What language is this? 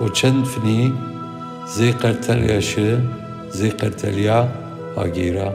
Zaza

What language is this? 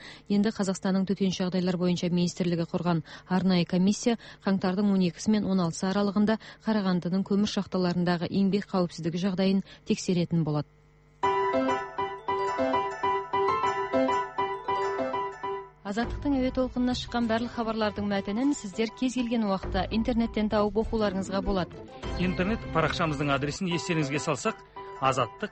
Kazakh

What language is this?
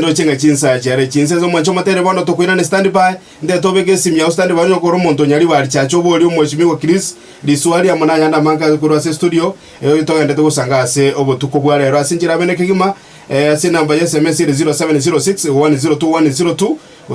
Gusii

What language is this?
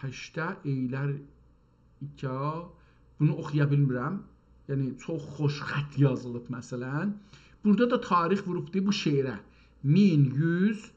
South Azerbaijani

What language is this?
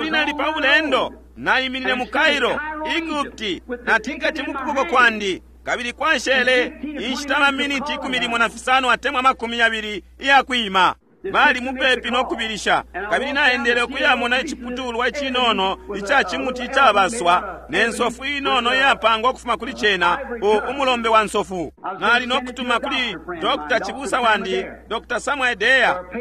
Bemba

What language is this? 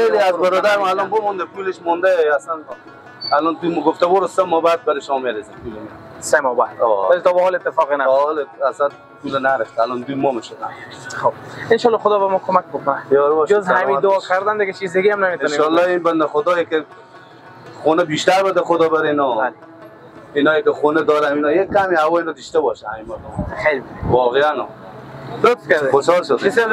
Persian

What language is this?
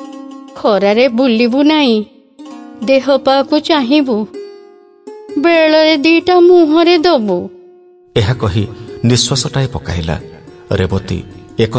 Odia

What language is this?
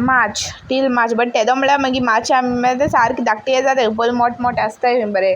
Konkani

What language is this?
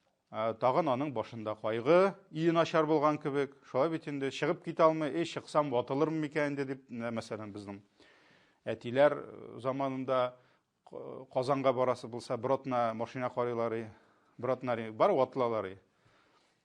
Tatar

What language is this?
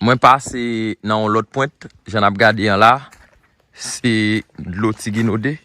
Haitian Creole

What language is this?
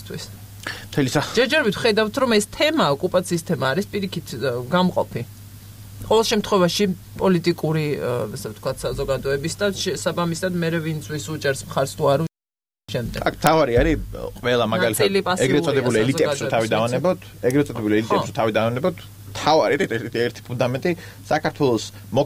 Georgian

